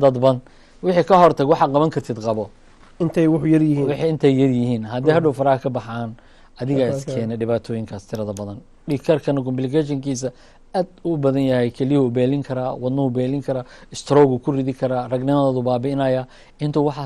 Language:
Somali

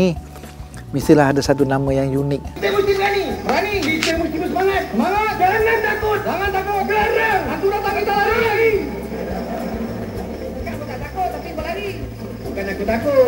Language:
Malay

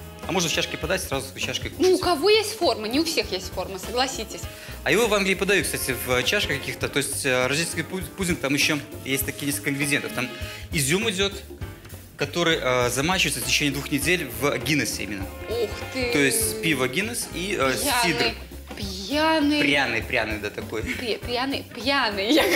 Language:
Russian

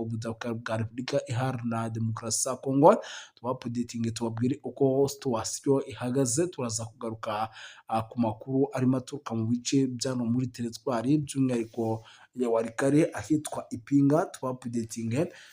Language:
Kinyarwanda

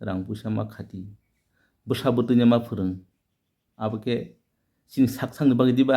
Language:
Kok Borok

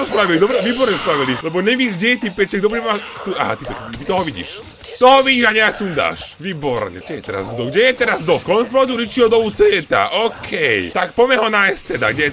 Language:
Slovak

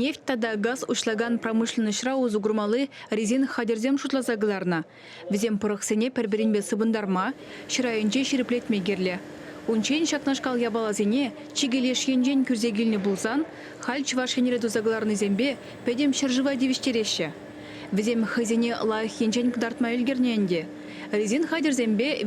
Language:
Chuvash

